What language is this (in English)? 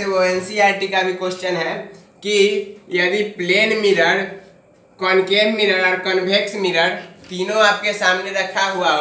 Hindi